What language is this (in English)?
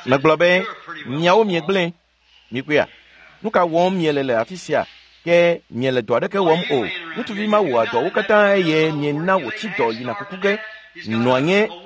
Ewe